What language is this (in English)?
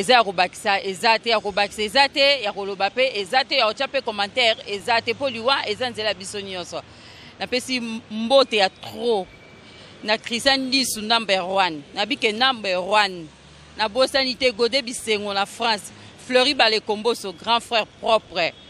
Lingala